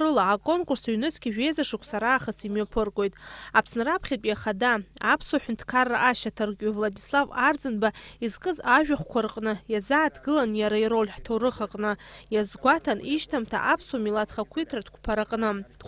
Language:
Abkhazian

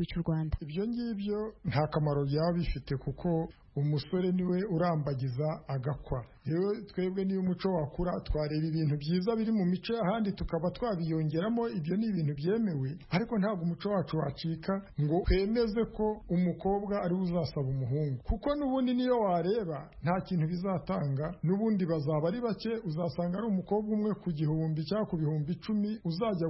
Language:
Kinyarwanda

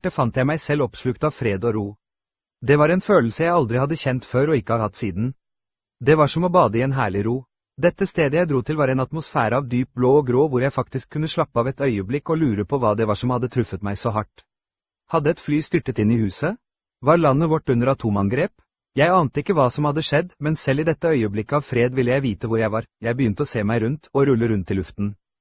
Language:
Norwegian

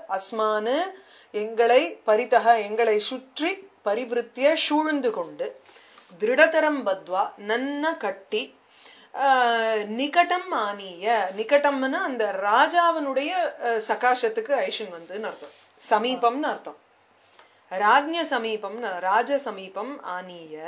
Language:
Tamil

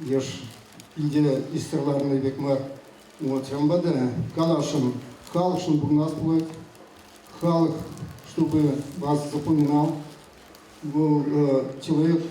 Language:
Chuvash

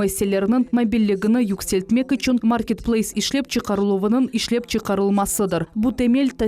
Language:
Crimean Tatar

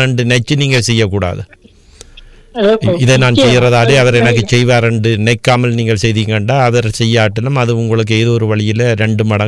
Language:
Tamil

